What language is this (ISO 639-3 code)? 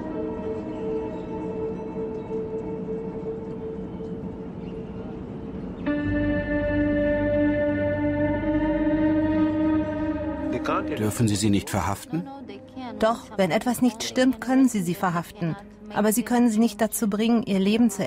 deu